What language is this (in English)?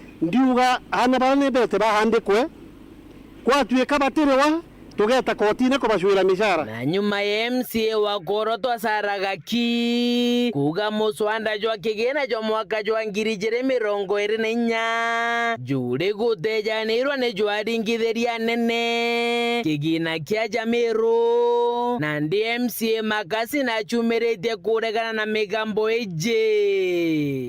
Meru